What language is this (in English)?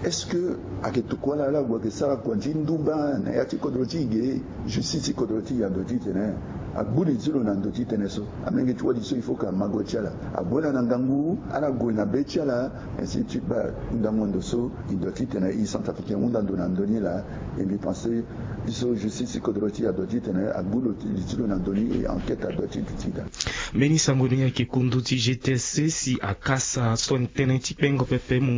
Sango